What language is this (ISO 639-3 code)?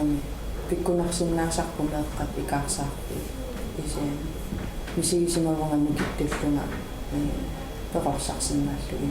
kal